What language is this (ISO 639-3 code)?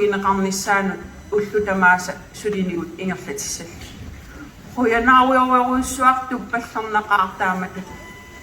kal